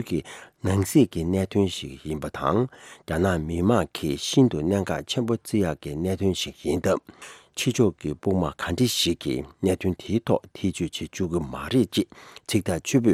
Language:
Tibetan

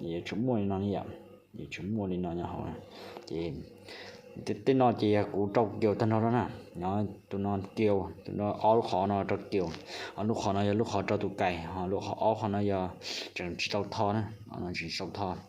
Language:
Hmong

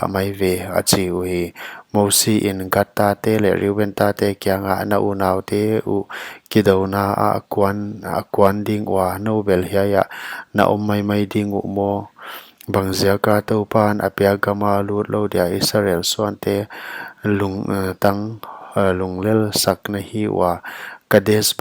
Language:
Paite Chin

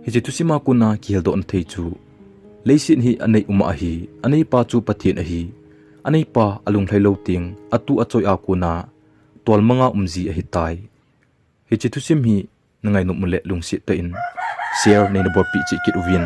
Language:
Thado Chin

